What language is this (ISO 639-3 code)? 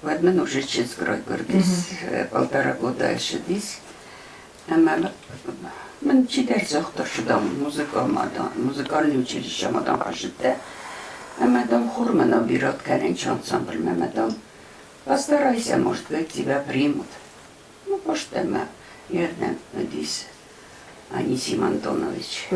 oss